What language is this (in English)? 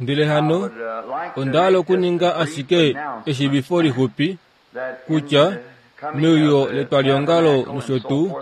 Kuanyama